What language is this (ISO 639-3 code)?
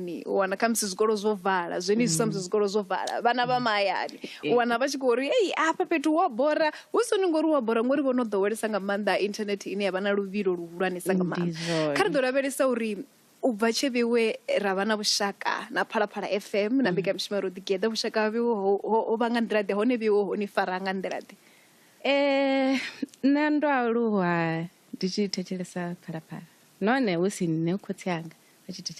ven